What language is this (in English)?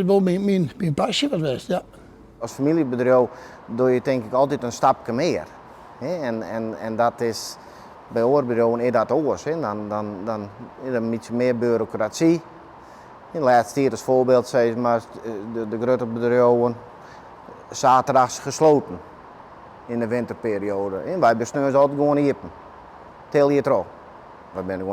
Western Frisian